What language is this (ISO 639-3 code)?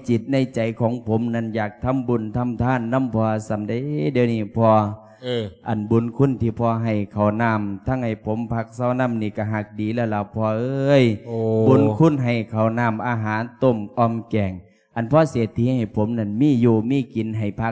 lao